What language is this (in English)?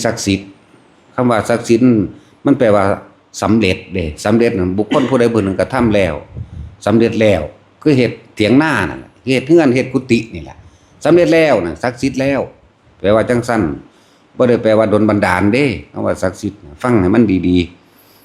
Northeastern Thai